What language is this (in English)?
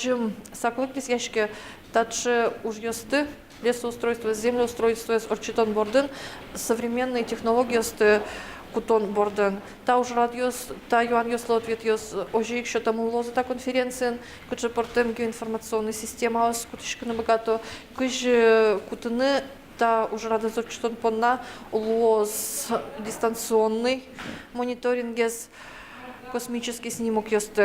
Udmurt